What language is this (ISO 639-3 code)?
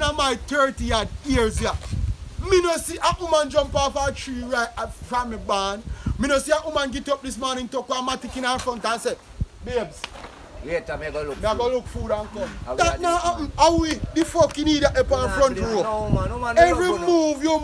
jam